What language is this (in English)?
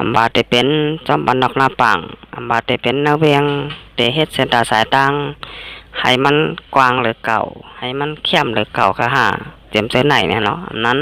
Shan